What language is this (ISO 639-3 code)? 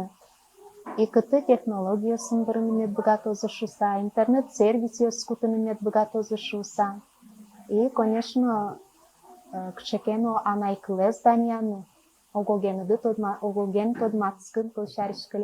udm